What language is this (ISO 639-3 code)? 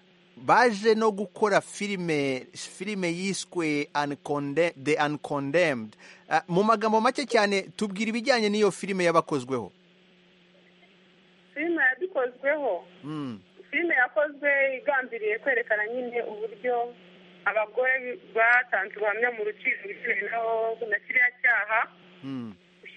kin